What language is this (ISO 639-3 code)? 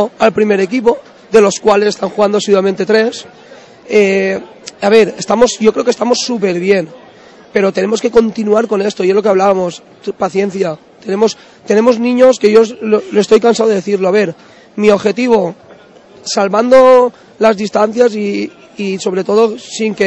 spa